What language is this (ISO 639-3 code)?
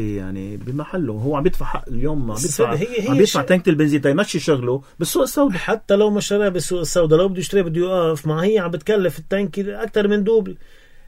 apc